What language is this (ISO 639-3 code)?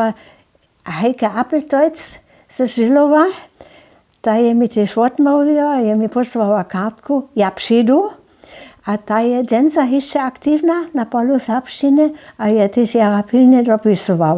hsb